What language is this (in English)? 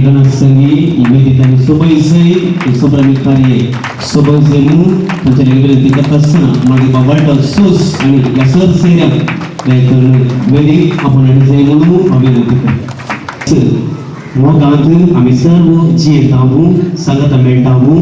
Konkani